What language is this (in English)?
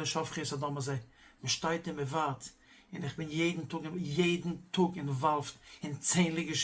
Yiddish